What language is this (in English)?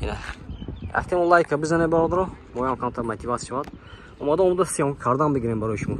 Tajik